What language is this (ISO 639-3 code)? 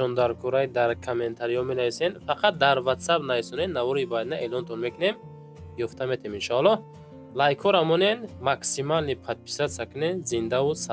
tgk